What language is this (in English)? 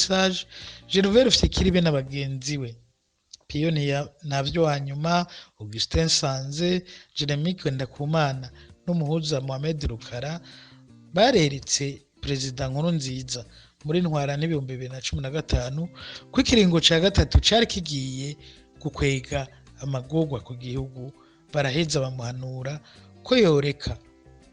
Rundi